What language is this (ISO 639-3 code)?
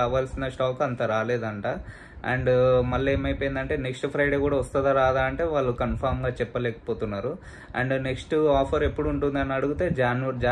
tel